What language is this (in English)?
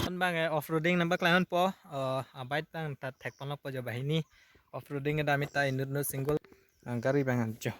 Karbi